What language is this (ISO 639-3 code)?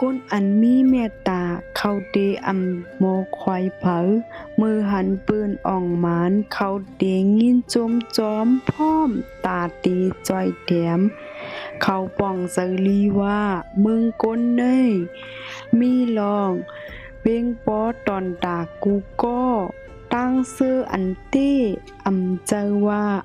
shn